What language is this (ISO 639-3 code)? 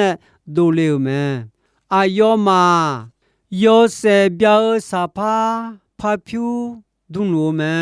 ahk